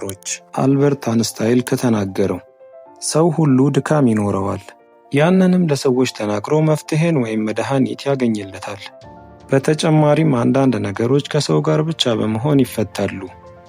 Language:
Amharic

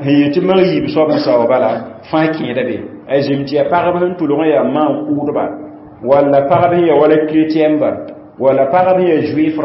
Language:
Mossi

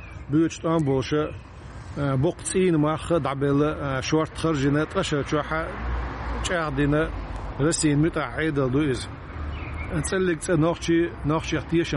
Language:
Chechen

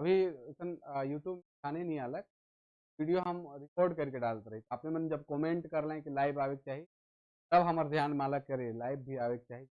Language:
Sadri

